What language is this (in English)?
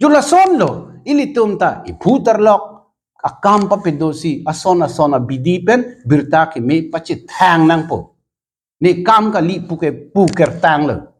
Karbi